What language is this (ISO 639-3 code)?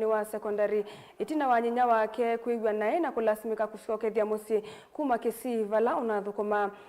kam